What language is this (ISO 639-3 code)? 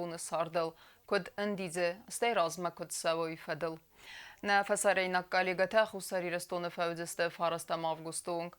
oss